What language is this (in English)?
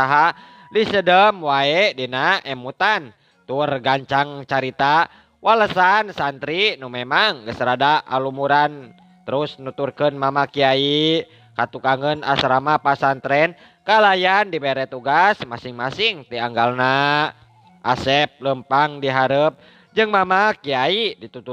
Sundanese